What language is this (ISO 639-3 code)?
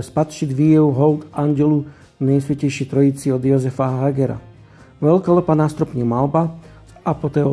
ces